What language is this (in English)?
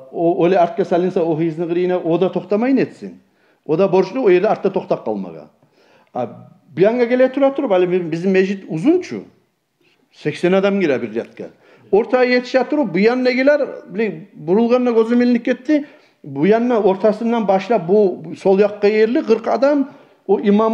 Kumyk